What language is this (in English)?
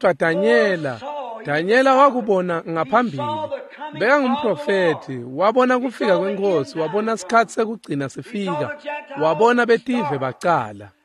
Swati